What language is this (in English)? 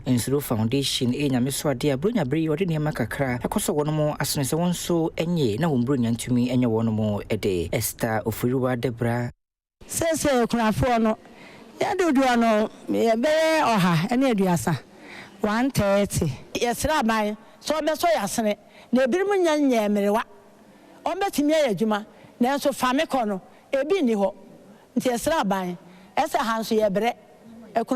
Akan